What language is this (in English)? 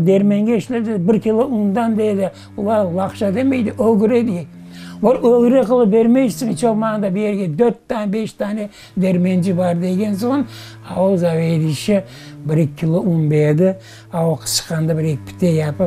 Crimean Tatar